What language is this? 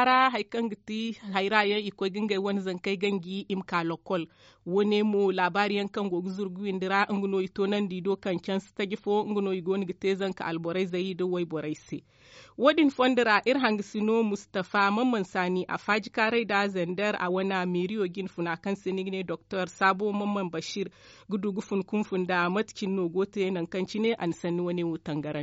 Zarma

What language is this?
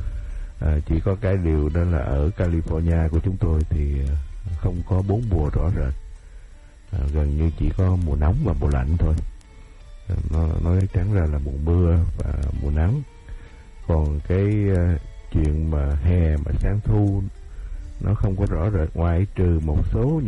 Vietnamese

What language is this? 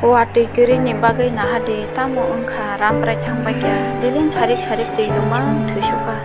Kok Borok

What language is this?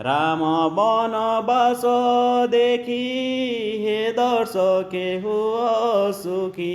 Odia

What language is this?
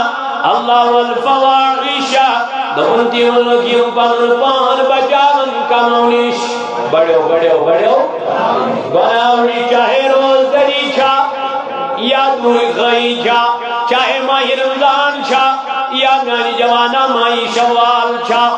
Kashmiri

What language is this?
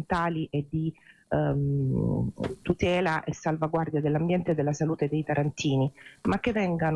Italian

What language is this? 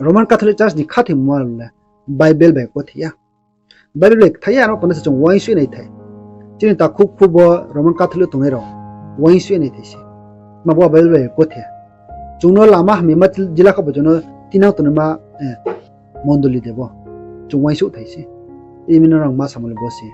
Riang (India)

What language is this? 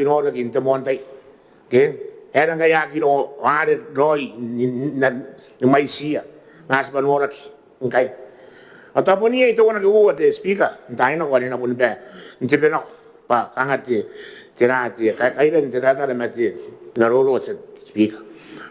Gilbertese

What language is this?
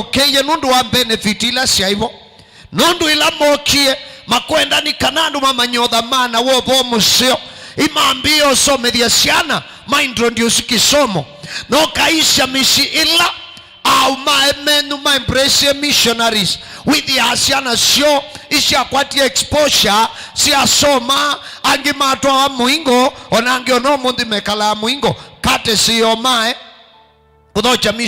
Kamba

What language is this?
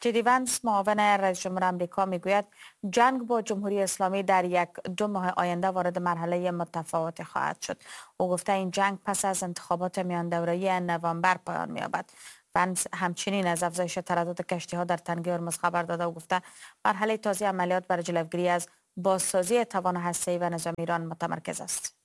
Persian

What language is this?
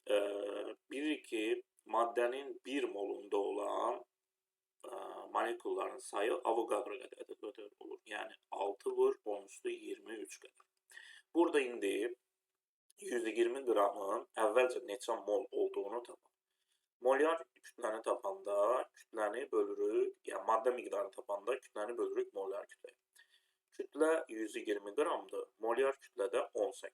Azerbaijani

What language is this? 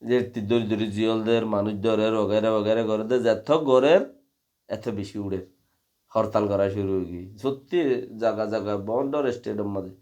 Rohingya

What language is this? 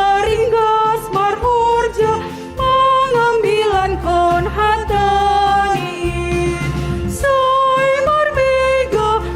Batak Simalungun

